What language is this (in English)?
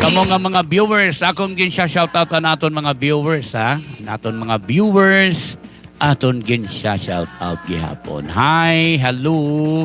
Waray